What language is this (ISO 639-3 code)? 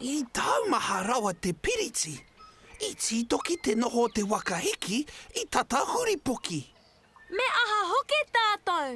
mri